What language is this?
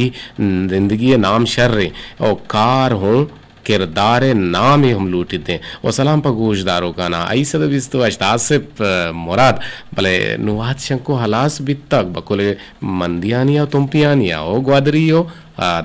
Eastern Balochi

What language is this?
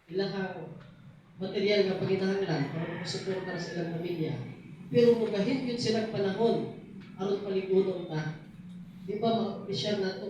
Cebuano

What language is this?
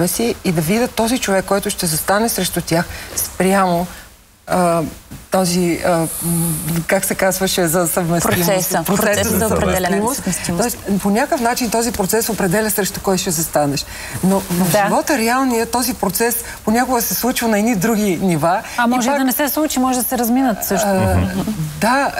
Bulgarian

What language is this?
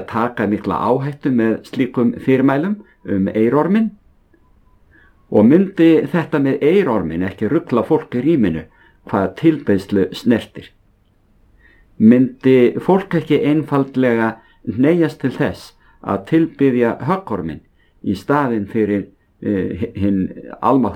Icelandic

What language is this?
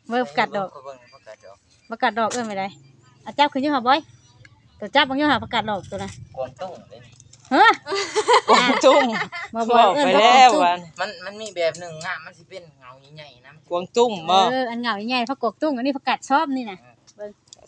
Northeastern Thai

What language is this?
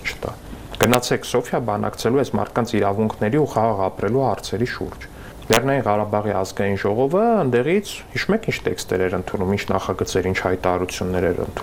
Armenian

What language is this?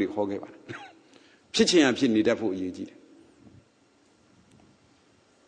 Burmese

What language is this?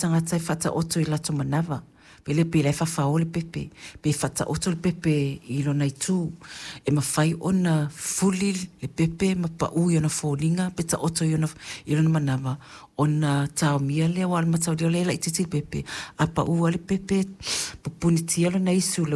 Samoan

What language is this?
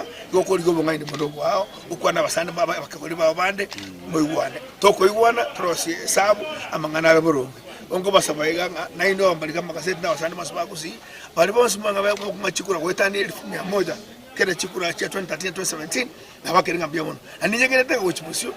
Gusii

